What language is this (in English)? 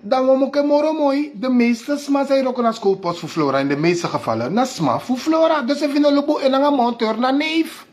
Sranan Tongo